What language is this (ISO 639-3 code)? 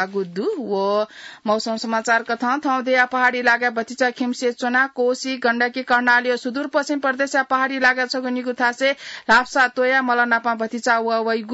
new